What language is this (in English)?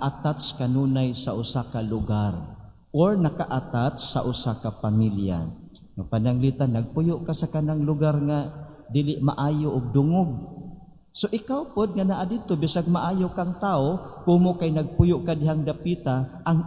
Cebuano